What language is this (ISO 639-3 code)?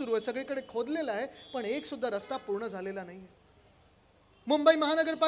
mar